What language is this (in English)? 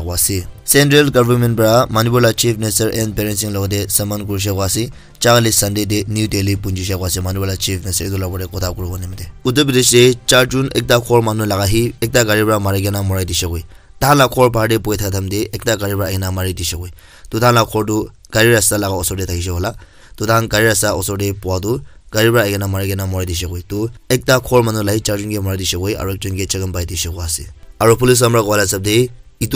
Naga Pidgin